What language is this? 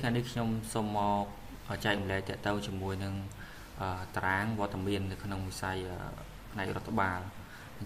Khmer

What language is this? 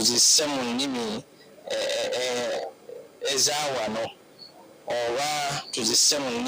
Nyankole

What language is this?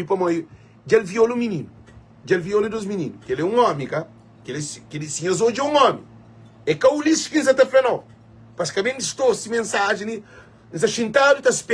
Kabuverdianu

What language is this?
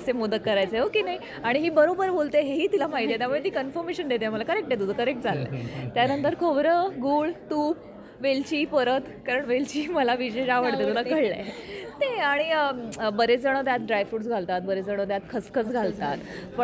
Marathi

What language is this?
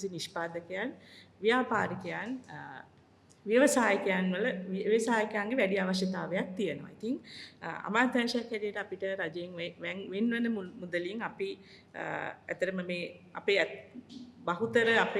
Sinhala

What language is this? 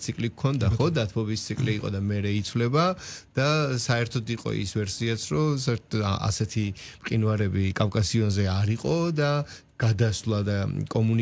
Georgian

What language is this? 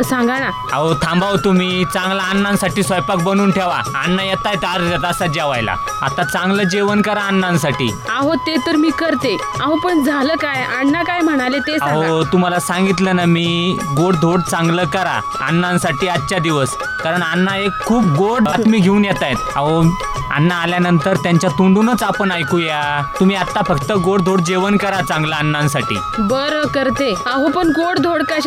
Marathi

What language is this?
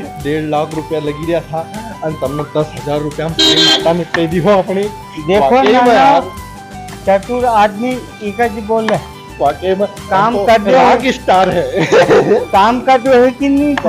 Rajasthani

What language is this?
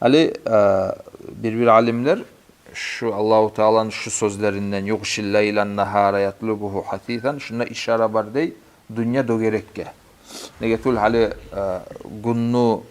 Kumyk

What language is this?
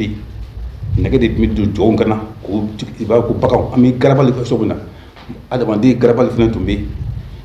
Bambara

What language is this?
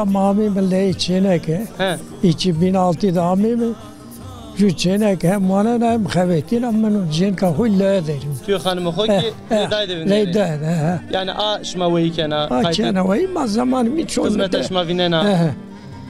Zaza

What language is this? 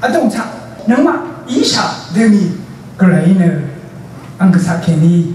Rawang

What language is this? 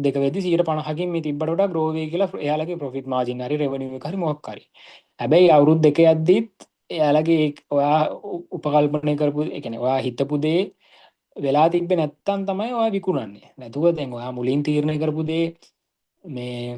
Sinhala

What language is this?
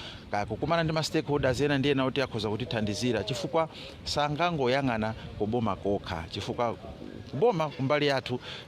Nyanja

